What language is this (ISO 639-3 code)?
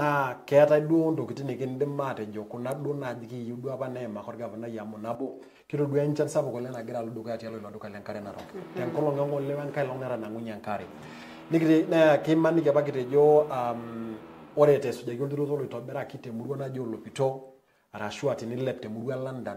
mas